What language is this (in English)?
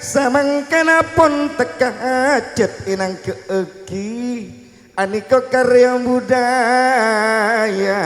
Madurese